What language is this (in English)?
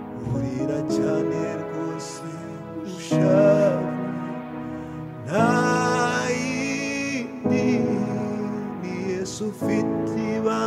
Kinyarwanda